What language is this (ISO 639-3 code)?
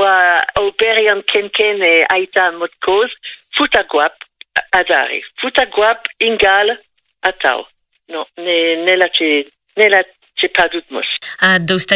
bre